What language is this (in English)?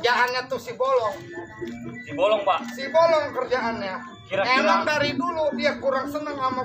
Betawi